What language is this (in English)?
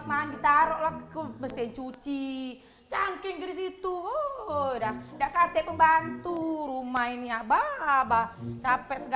Musi